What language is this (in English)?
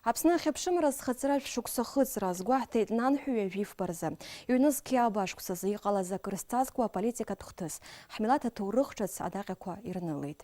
Abkhazian